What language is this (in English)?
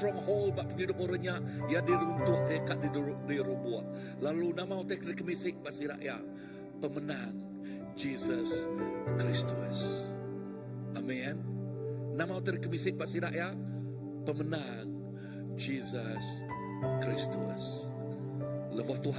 Iban